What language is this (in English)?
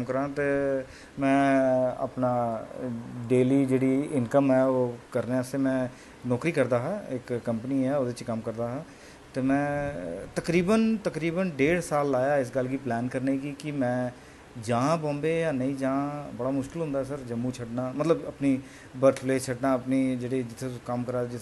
Dogri